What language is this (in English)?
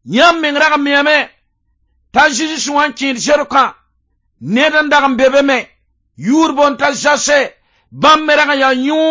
Mossi